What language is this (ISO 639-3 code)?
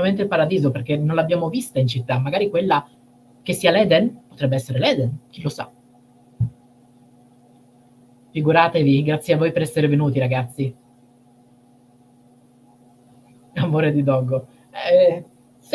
ita